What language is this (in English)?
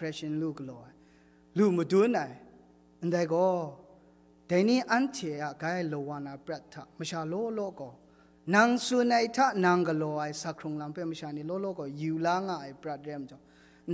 Kachin